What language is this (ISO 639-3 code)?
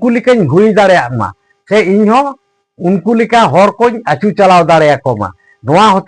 sat